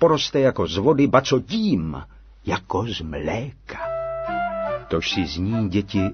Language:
Czech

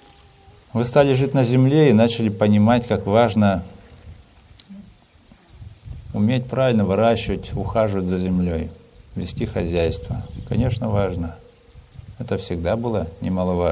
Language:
Russian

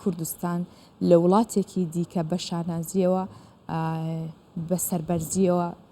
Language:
Central Kurdish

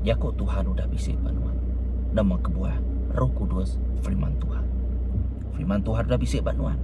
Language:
Iban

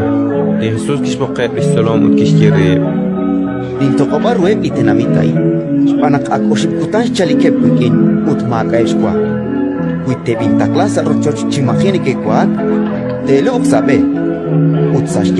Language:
Kekchí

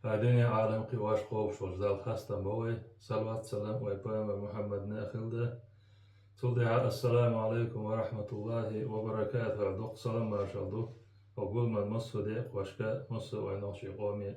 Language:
Chechen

